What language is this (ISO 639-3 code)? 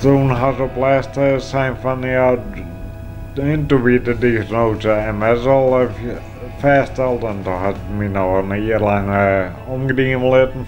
fry